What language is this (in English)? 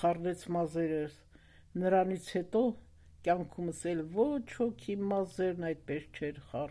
Armenian